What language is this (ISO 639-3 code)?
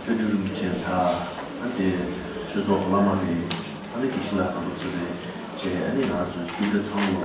bod